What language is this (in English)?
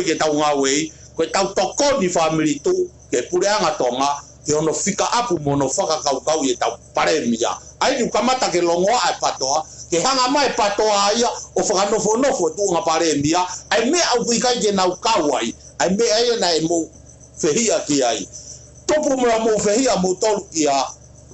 Tongan